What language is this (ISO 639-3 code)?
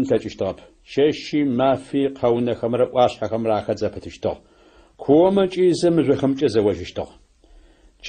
ady